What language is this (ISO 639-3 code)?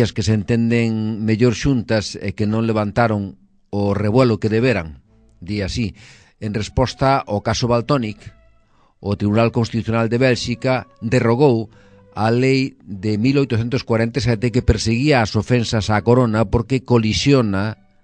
glg